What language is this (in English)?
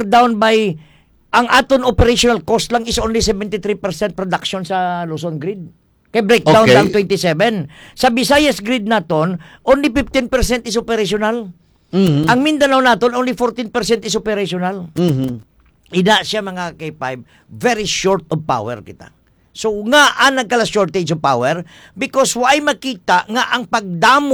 Hiligaynon